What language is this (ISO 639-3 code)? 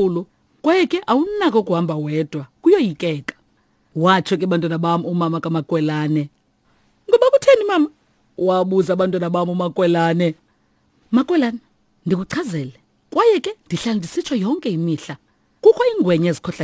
xho